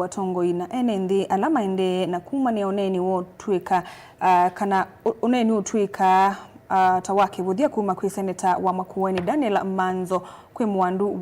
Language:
Kamba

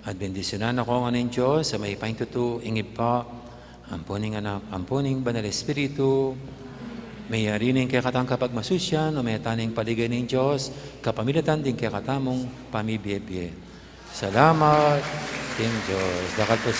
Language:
Pampanga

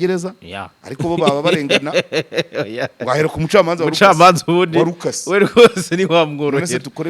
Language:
Kinyarwanda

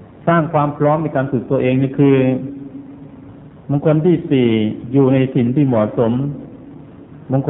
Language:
Thai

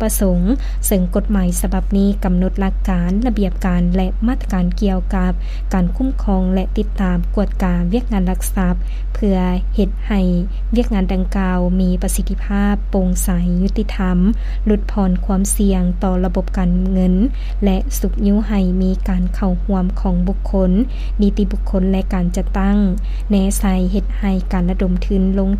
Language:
Lao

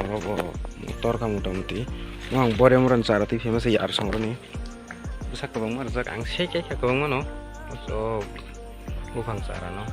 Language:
Kok Borok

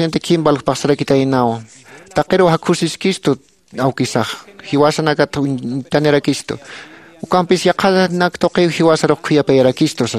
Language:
Aymara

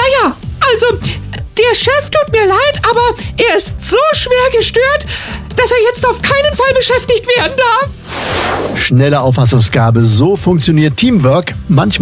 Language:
German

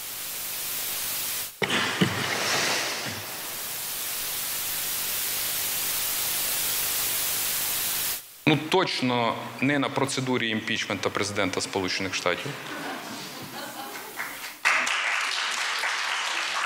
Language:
Ukrainian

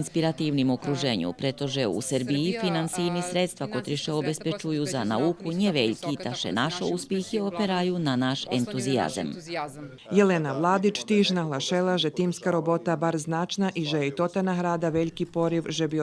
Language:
Rusyn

